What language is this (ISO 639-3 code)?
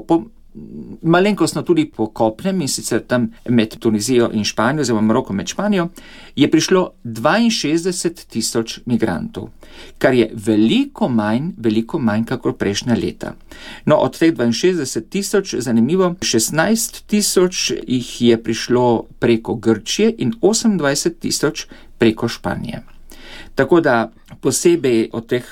slv